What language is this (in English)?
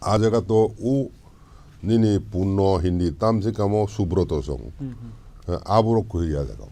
Kok Borok